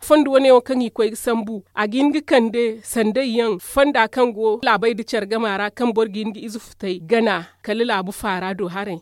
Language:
Zarma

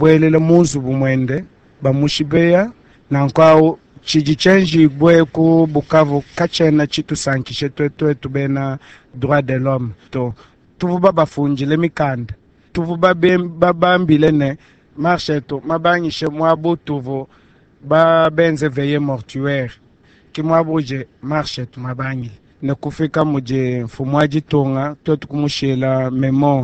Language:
Luba-Lulua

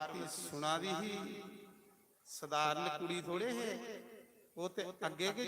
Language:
Dogri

